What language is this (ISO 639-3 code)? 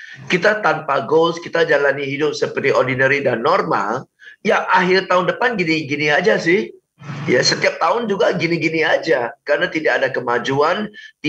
ind